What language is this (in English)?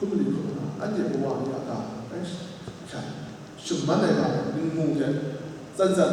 Kachin